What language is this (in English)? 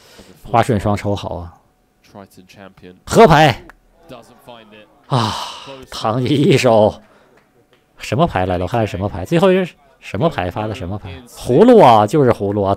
Chinese